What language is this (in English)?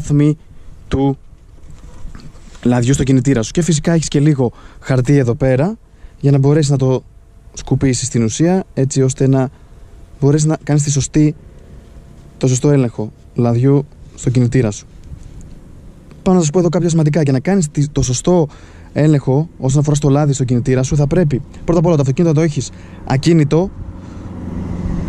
Greek